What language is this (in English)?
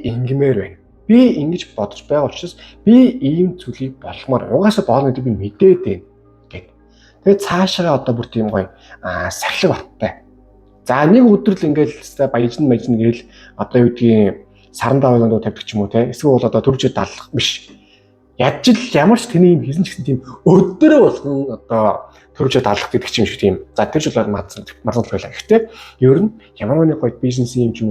Mongolian